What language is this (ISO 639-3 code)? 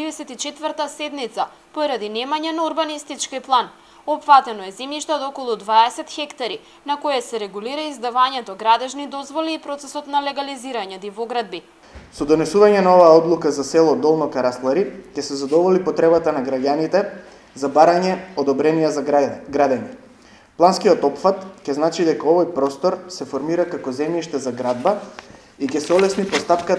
mkd